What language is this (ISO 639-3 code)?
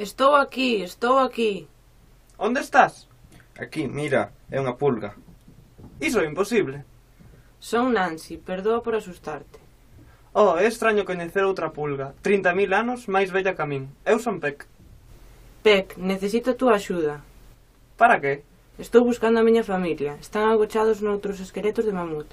glg